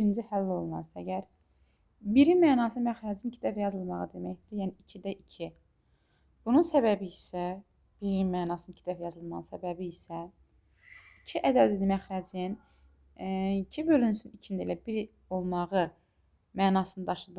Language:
Azerbaijani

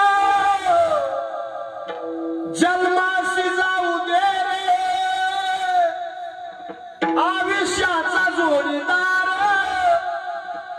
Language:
Marathi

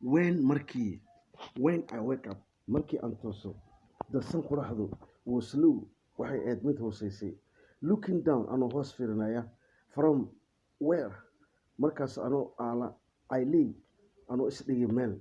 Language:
Somali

